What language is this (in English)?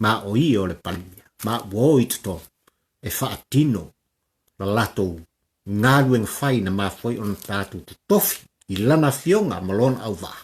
Samoan